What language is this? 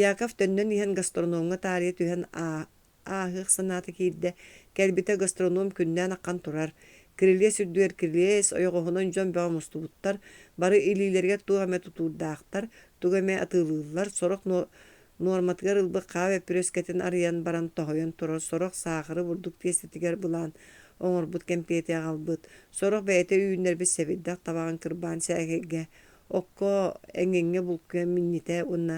Yakut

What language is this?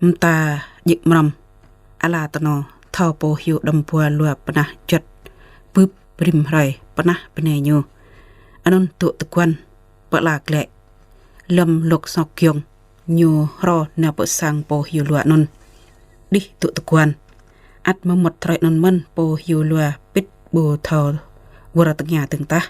Jarai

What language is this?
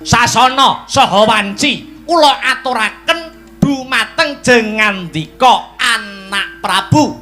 Javanese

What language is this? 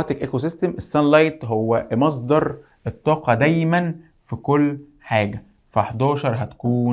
Egyptian Arabic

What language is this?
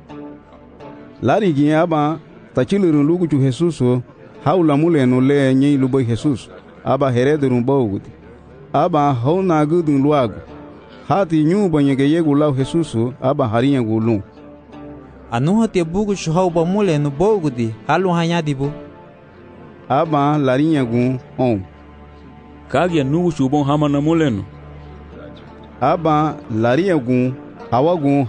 Garifuna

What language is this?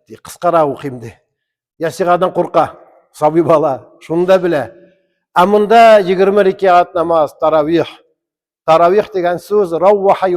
Tatar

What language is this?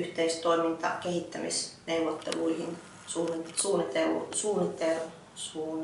Finnish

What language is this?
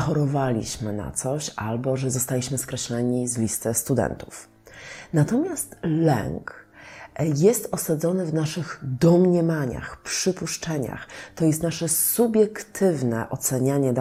Polish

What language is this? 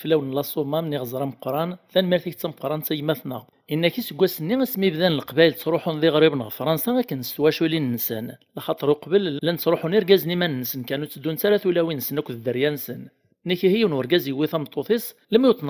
Kabyle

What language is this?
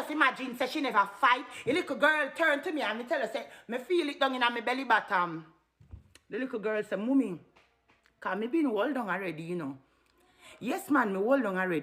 Jamaican Creole English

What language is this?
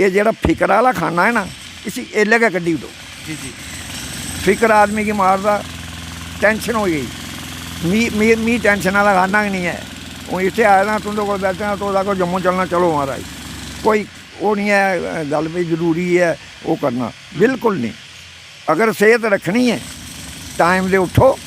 Dogri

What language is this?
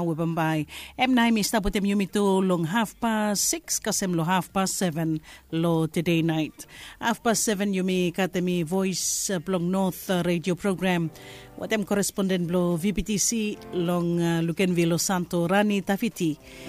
Bislama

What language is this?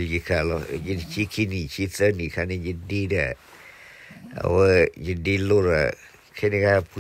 S'gaw Karen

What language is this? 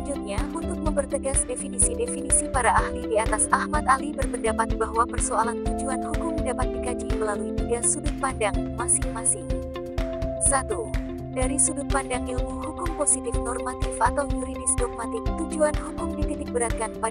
Indonesian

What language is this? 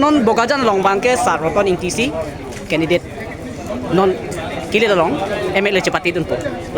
Karbi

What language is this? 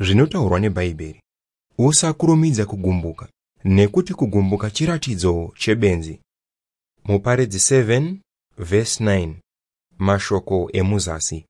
Shona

